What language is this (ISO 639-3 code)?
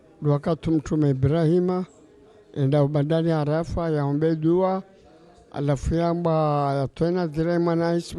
zdj